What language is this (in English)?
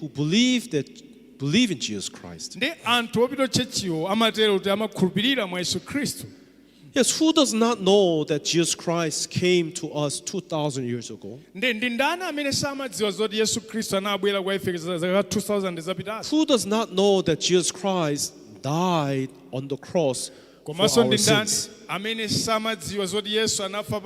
Nyanja